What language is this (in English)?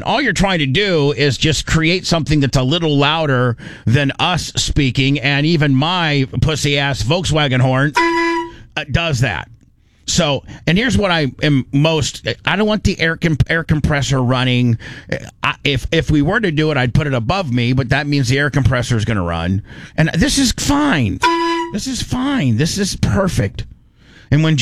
English